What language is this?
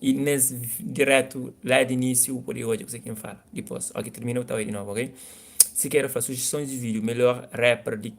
Kabuverdianu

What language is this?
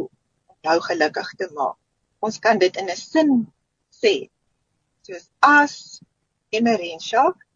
Afrikaans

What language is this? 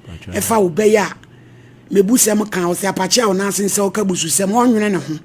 Akan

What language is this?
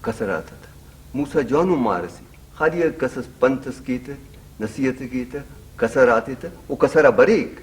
Brahui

